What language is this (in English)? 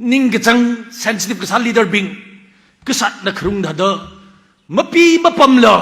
Tangkhul Naga (India)